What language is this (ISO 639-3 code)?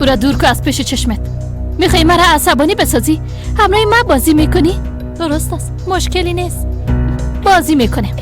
fas